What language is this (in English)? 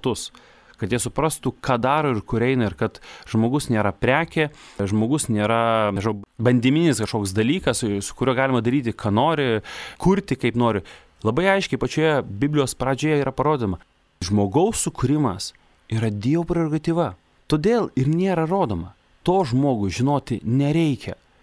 Lithuanian